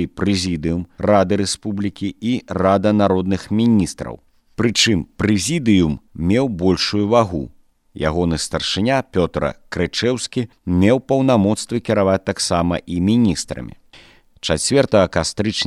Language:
Belarusian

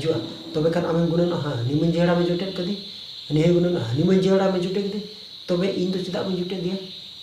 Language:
Santali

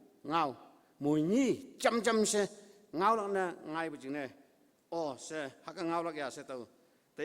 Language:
Konyak Naga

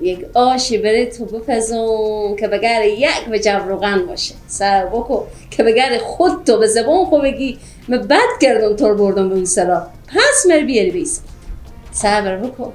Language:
Persian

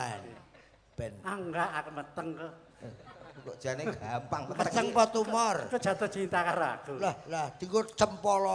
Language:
Javanese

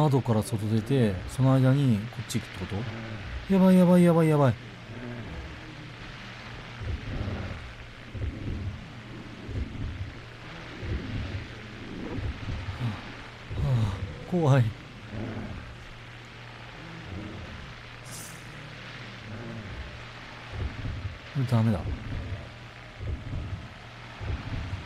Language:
Japanese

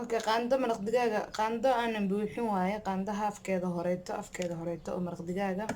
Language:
Somali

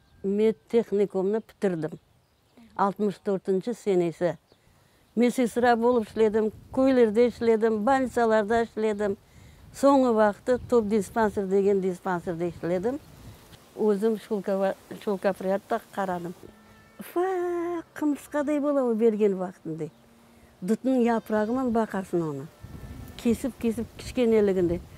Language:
Crimean Tatar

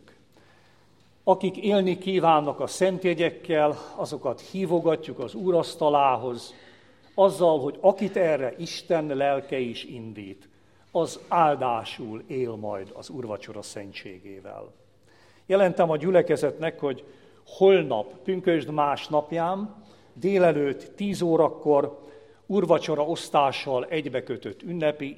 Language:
Hungarian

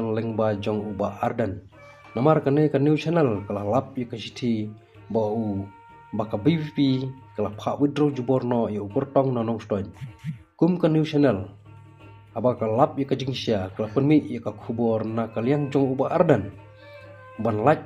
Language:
Khasi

